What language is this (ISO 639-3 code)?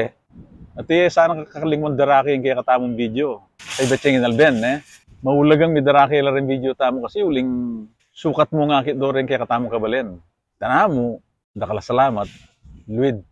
pam